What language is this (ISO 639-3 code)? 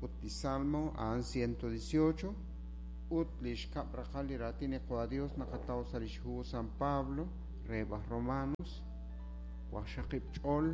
kek